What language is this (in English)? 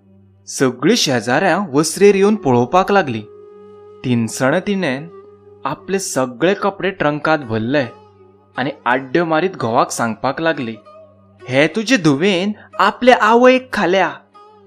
Konkani